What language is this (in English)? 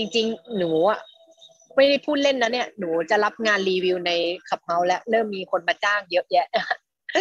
Thai